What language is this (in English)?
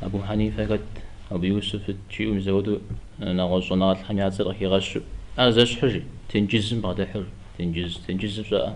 Kabardian